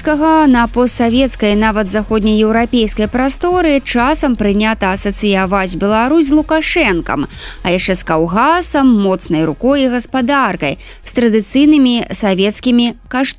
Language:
Belarusian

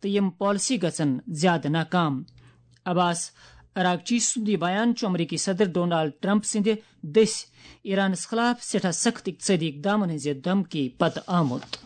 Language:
Kashmiri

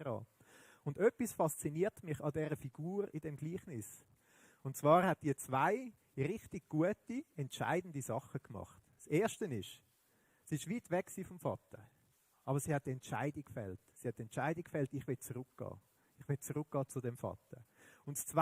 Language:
Swiss German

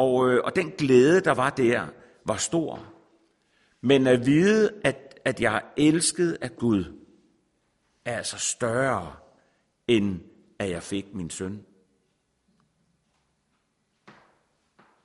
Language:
Danish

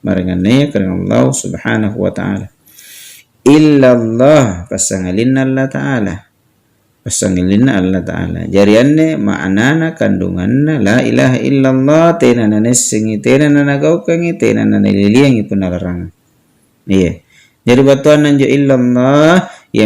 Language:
Makasar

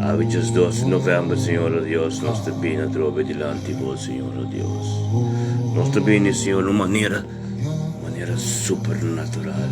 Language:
Papiamento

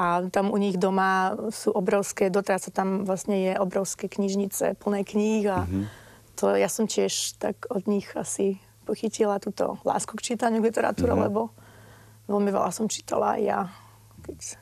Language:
Slovak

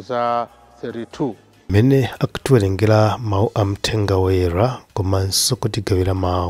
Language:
Nyanja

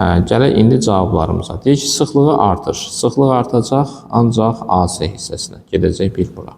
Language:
Azerbaijani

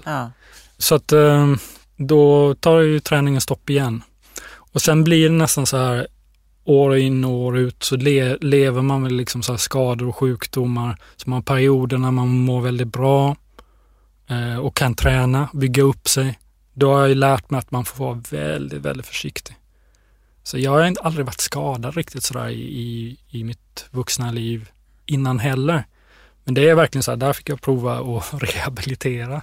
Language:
Swedish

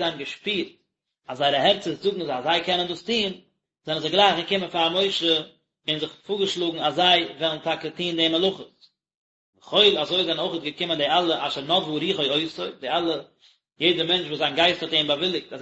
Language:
Yiddish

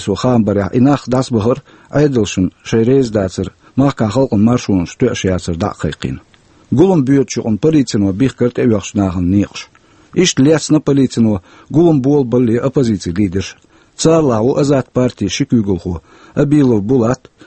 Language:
Chechen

